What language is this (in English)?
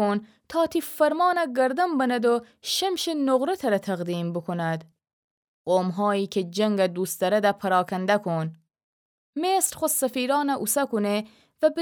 Gilaki